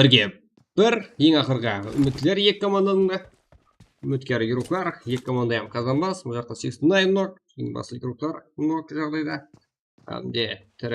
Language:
Kara-Kalpak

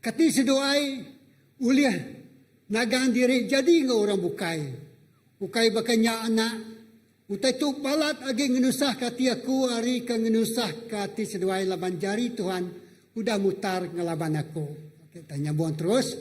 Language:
Iban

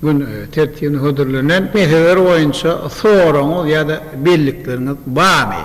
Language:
Turkmen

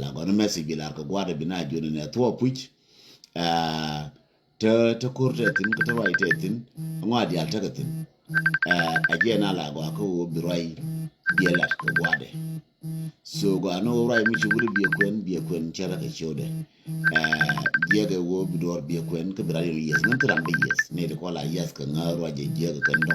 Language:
Nuer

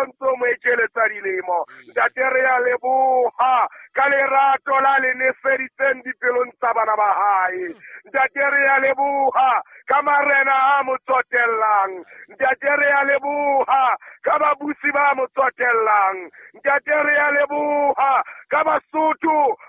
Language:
Southern Sotho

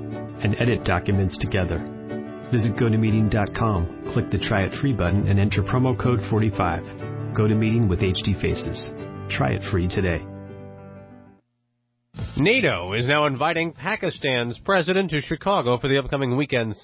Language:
English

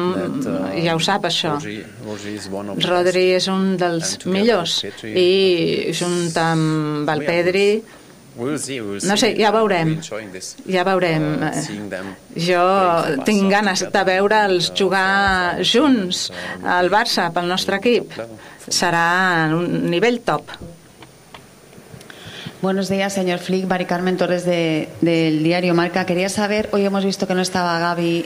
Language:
Catalan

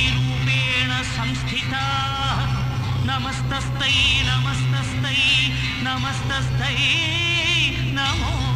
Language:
Telugu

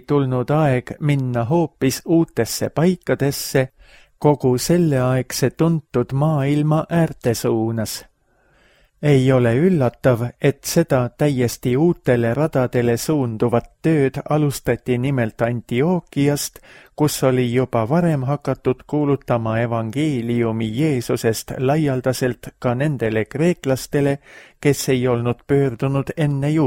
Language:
Estonian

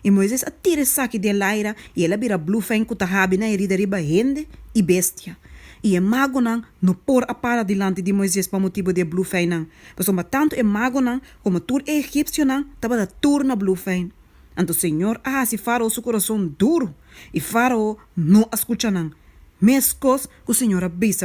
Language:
Papiamento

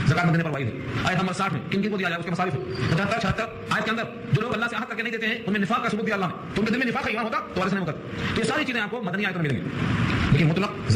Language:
Urdu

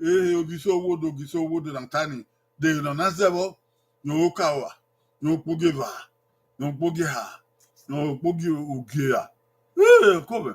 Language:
Bini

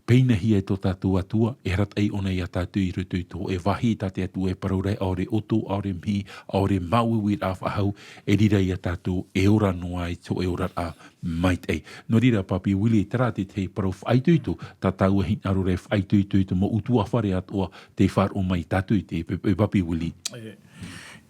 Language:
Tahitian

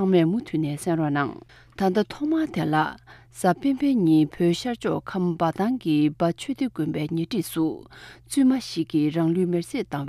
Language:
Tibetan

